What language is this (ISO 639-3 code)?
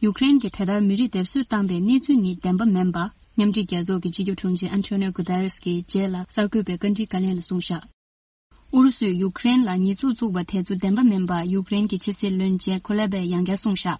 bod